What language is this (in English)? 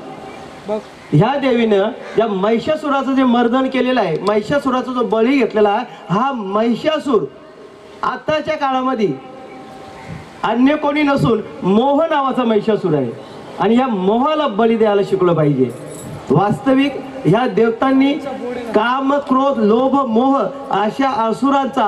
Marathi